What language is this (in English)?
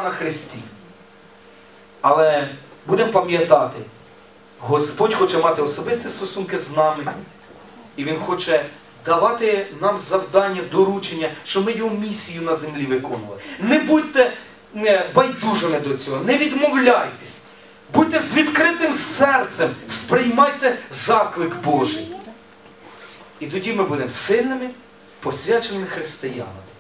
Ukrainian